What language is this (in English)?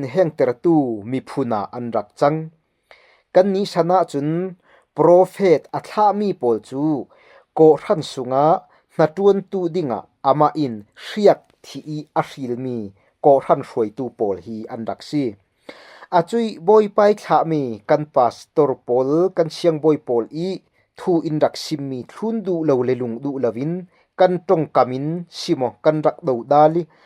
Falam Chin